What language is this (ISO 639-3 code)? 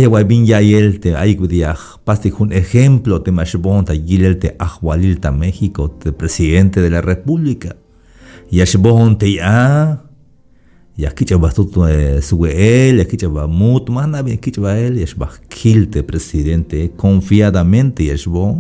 tzh